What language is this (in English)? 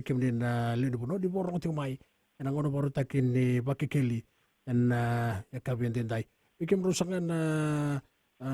Fijian